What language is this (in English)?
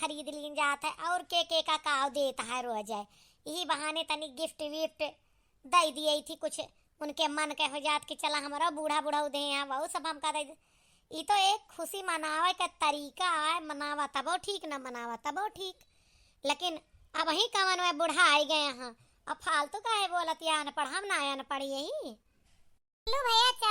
Awadhi